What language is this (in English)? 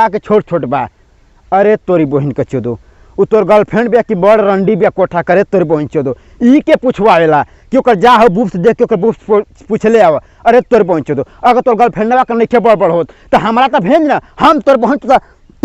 Bhojpuri